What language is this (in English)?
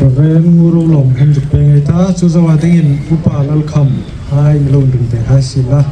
Hmar